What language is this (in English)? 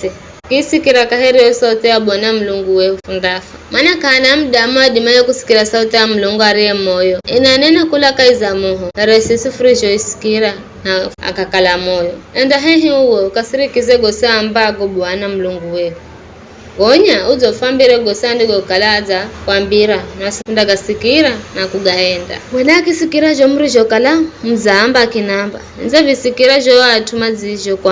Giryama